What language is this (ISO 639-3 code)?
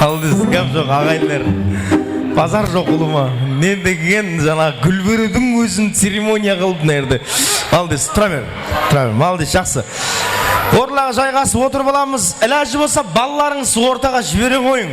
kaa